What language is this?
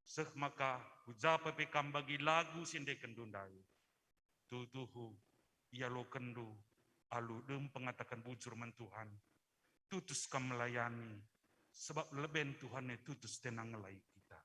Batak Karo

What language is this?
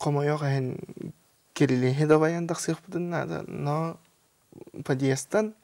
Yakut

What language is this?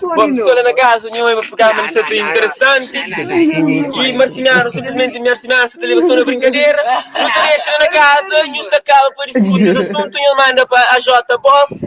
Kabuverdianu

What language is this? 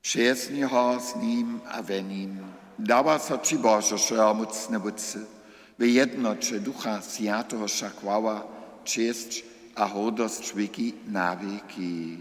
Upper Sorbian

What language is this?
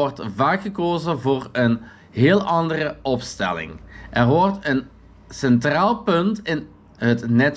Dutch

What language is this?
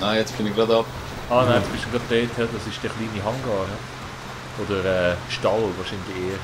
Swiss German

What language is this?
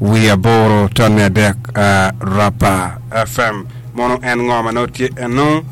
Acoli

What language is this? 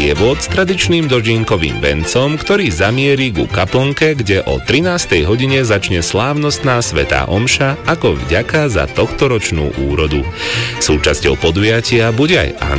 Slovak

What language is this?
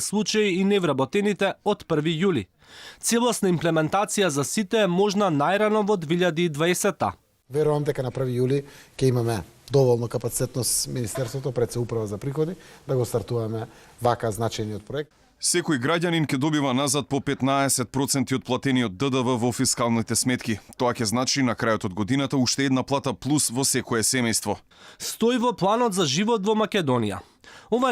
Macedonian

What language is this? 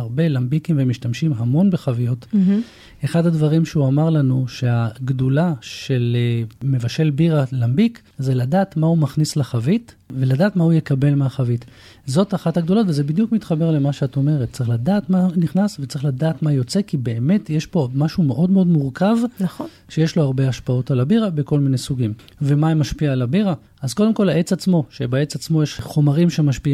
Hebrew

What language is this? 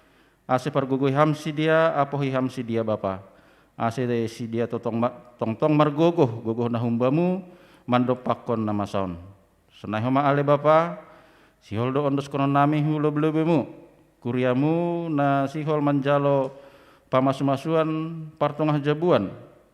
Batak Simalungun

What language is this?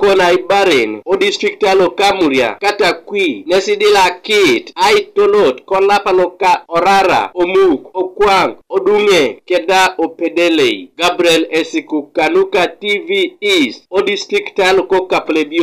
Teso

